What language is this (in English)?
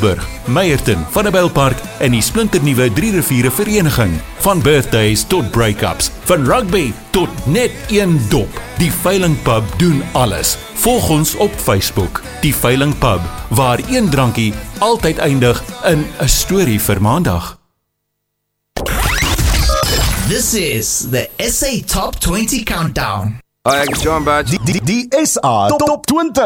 Afrikaans